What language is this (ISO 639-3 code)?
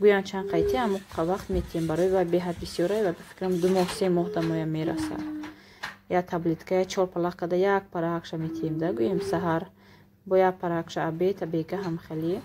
tgk